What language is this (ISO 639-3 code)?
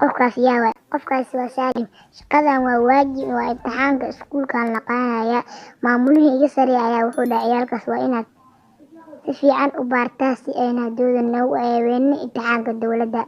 som